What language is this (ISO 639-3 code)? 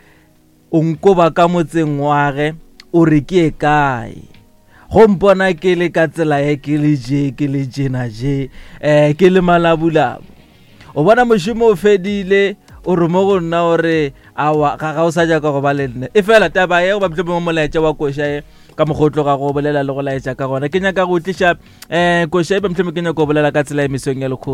nso